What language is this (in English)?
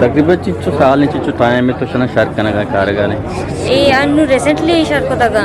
Eastern Balochi